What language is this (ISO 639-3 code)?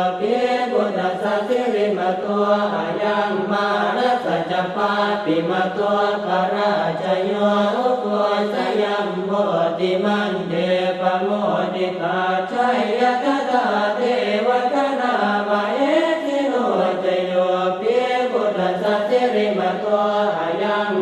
pli